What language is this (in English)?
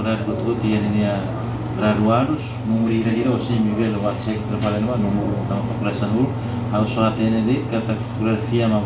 Tetum